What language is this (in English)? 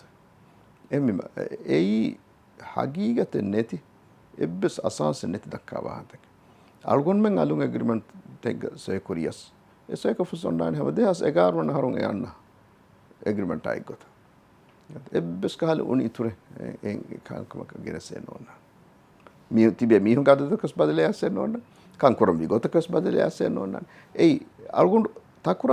Divehi